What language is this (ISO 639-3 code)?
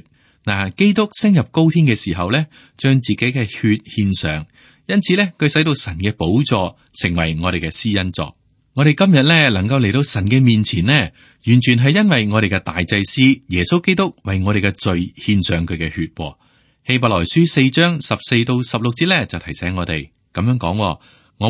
yue